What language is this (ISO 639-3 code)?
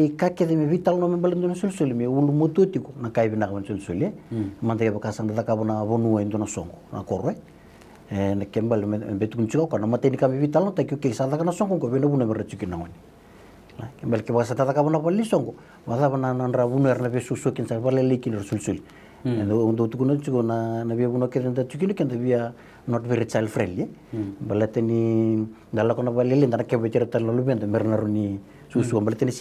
fij